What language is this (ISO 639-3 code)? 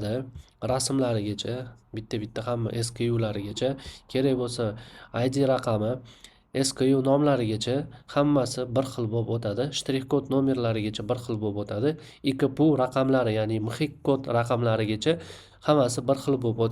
uzb